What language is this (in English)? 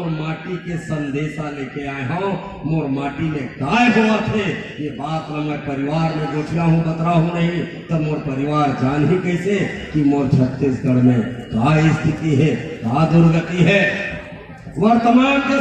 Chhattisgarhi